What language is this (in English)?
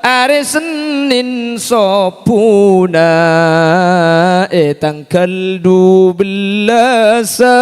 Madurese